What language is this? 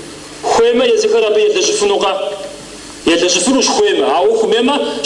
Kabardian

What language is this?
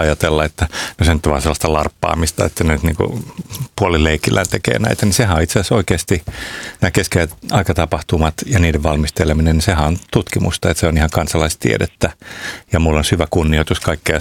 Finnish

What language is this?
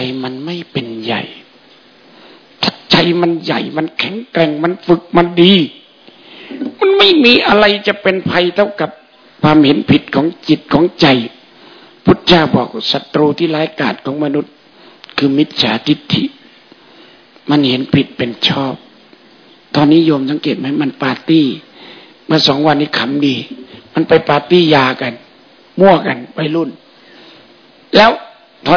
Thai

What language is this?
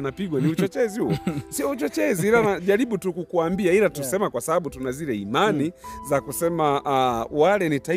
Swahili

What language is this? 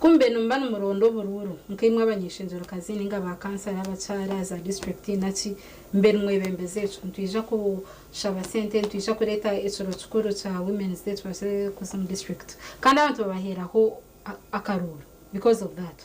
Nyankole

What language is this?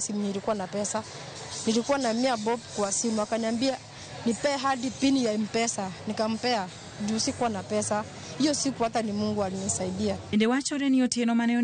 Luo (Kenya and Tanzania)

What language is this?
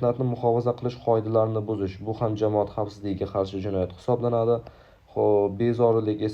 Uzbek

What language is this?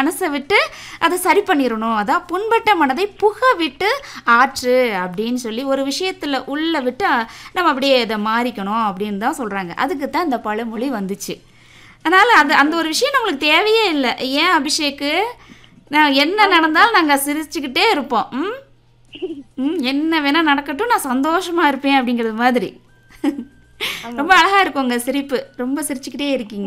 Tamil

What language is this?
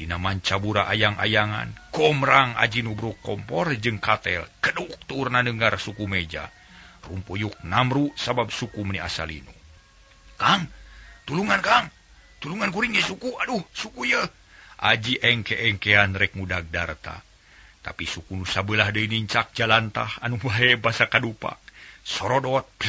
Sundanese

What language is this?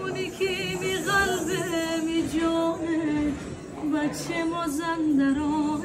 Tajik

